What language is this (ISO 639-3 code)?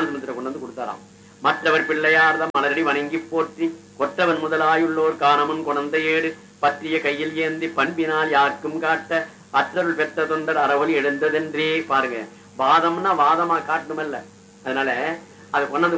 tam